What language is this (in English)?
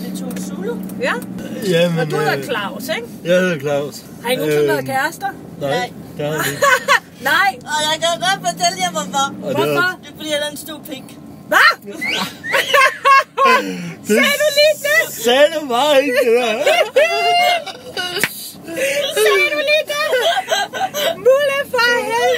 Danish